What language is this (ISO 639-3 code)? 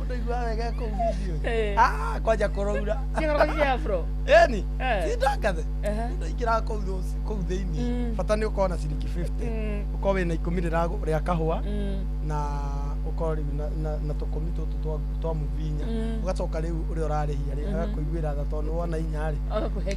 kik